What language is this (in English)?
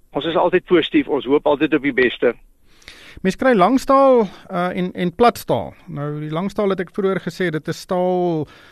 Afrikaans